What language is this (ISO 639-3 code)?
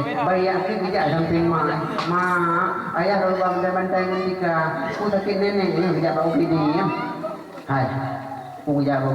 ace